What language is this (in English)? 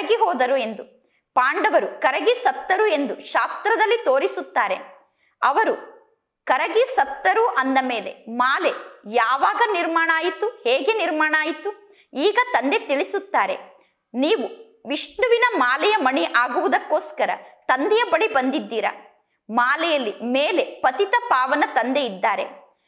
Kannada